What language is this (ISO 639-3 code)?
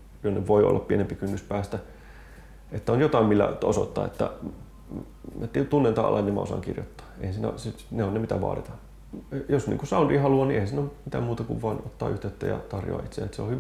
fin